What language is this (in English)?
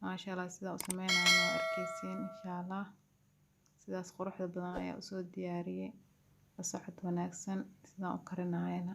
Somali